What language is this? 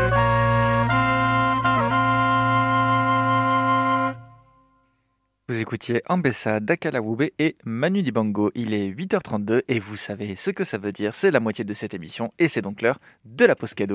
French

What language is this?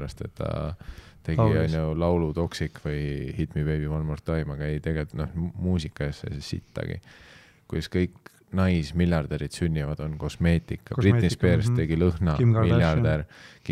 Estonian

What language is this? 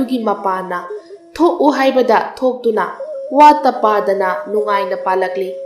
Manipuri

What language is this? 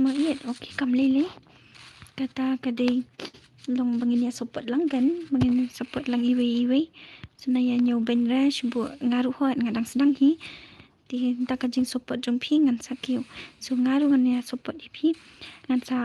Khasi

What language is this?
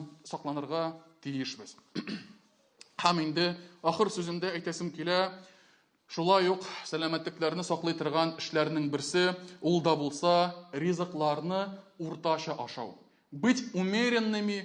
Tatar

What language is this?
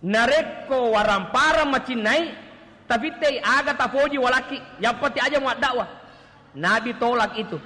Buginese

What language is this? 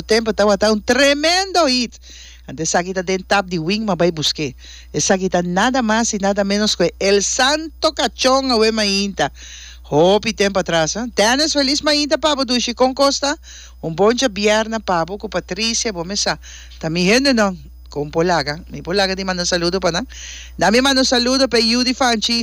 Papiamento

